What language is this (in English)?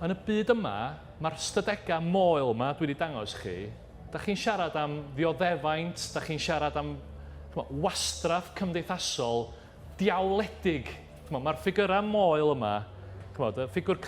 Welsh